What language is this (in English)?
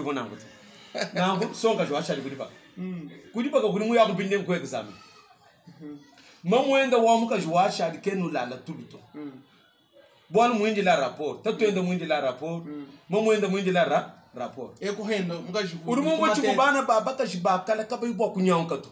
Luba-Lulua